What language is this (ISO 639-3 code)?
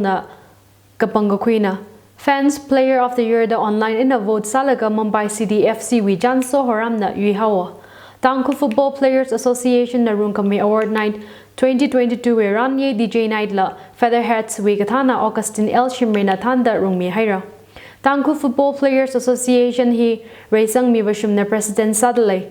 nmf